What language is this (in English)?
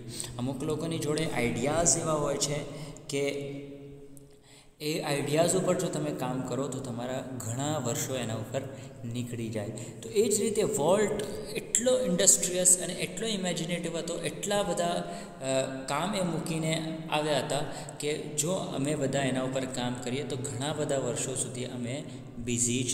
Gujarati